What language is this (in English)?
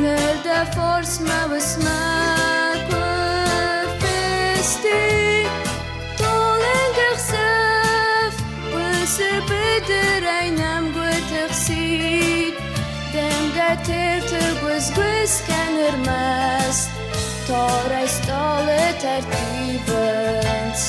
Ossetic